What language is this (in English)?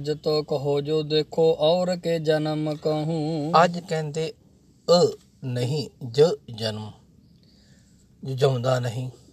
Punjabi